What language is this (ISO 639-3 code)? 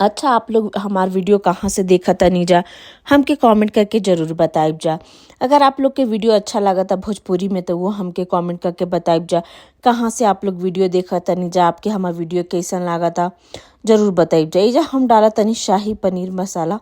bho